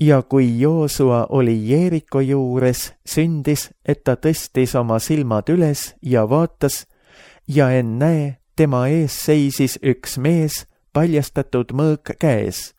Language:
Estonian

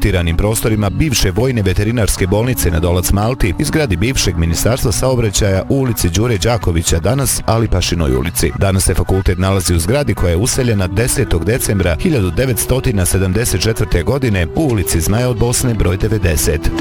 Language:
Bosnian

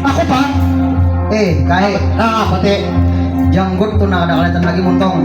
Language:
Banjar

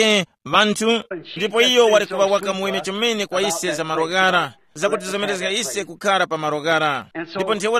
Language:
Tumbuka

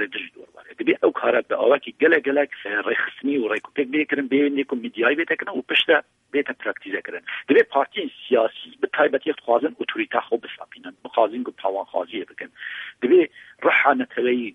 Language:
Kurdish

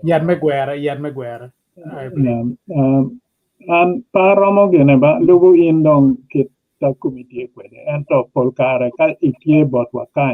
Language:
Acoli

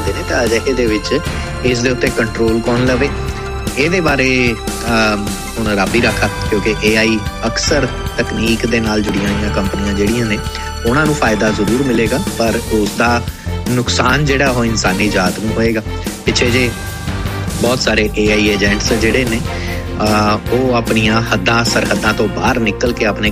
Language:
Punjabi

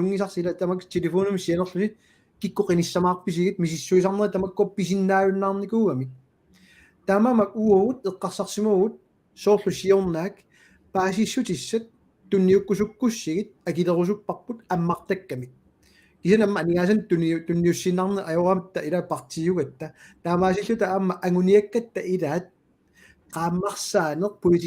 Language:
Kalaallisut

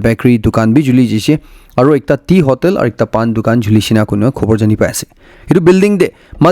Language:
Naga Pidgin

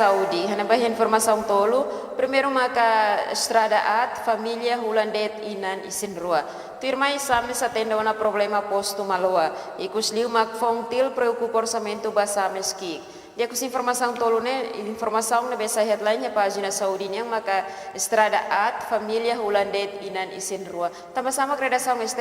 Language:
Tetum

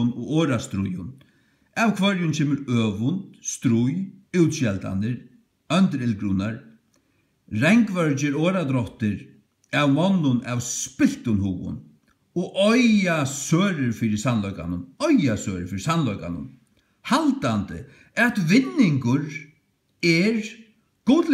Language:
Faroese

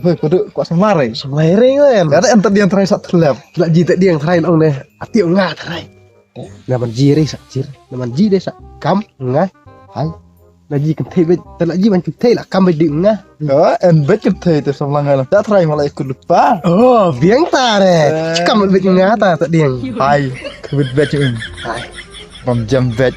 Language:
Khasi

